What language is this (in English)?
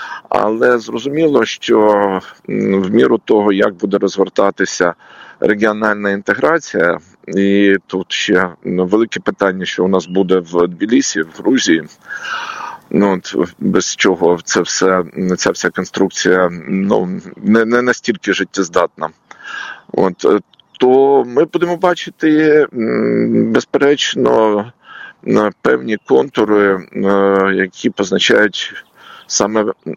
Ukrainian